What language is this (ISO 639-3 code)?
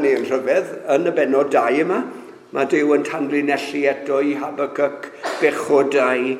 cym